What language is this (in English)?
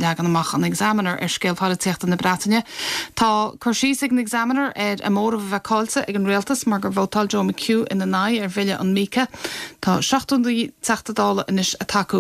Irish